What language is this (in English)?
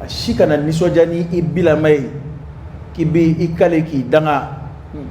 Dyula